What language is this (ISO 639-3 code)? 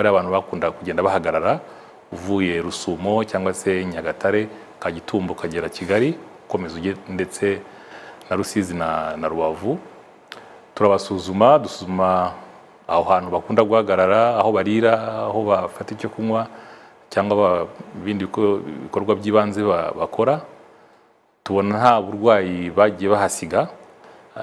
kin